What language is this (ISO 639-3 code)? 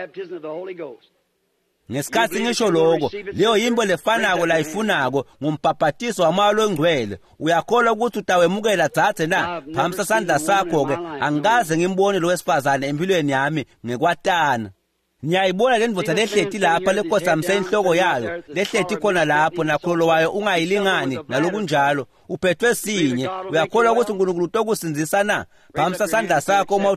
ssw